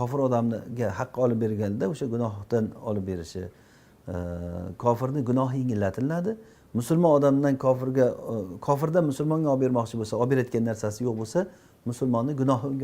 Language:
Uzbek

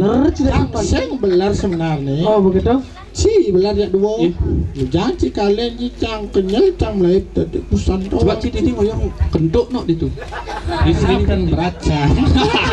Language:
Balinese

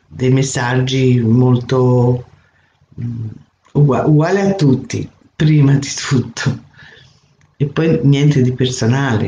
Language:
Italian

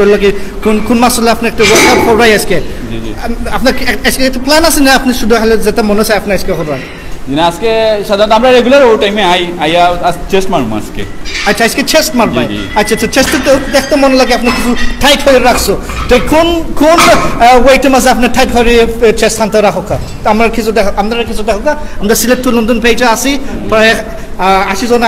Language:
Sylheti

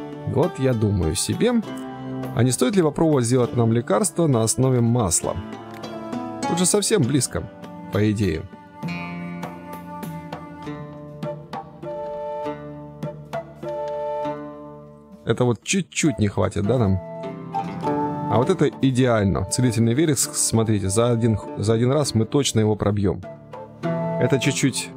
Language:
Russian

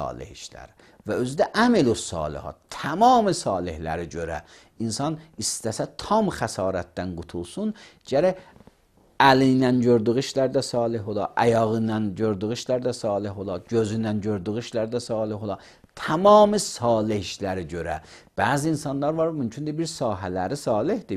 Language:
Azerbaijani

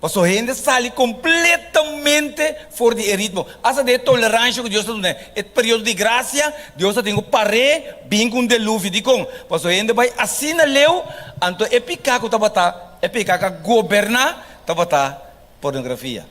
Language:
Papiamento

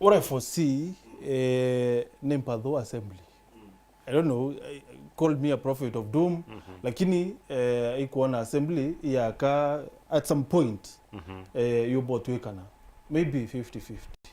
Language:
Meru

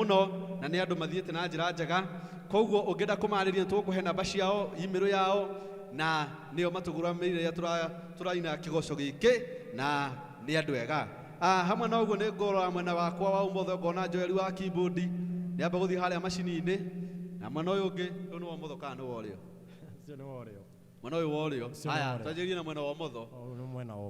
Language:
Kikuyu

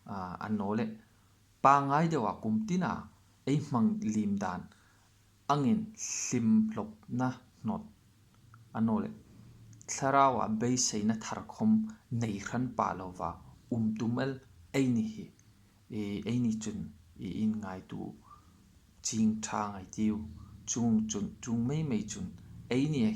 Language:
Hmar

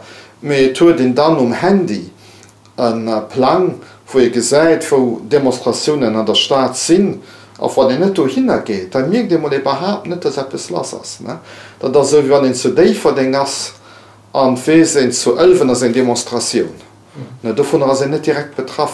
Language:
Luxembourgish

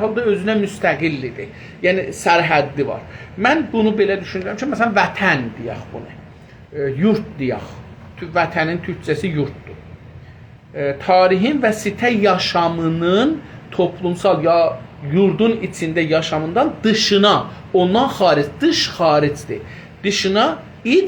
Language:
South Azerbaijani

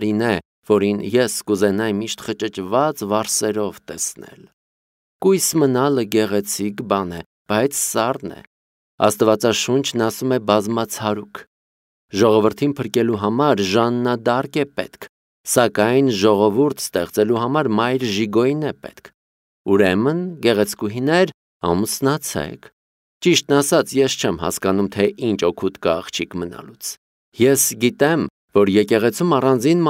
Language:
Armenian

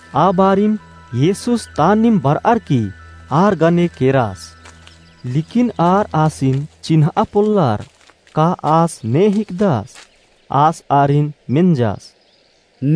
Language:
Kurukh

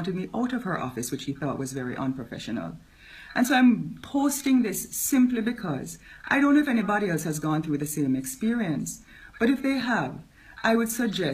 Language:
Jamaican Creole English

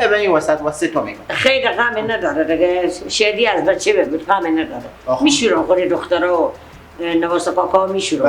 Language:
Persian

